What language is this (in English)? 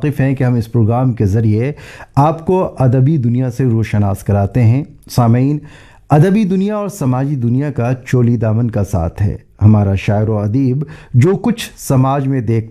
Urdu